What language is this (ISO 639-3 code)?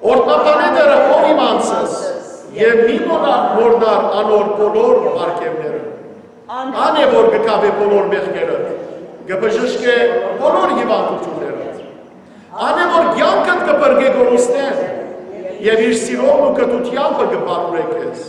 hyw